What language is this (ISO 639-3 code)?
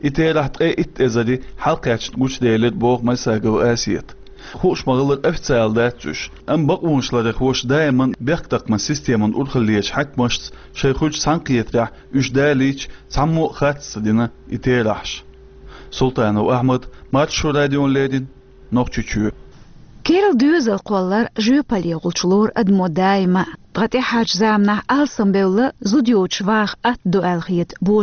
che